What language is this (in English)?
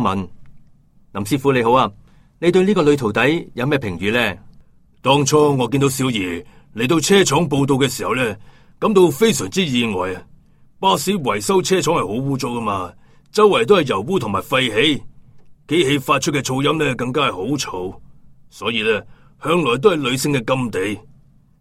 Cantonese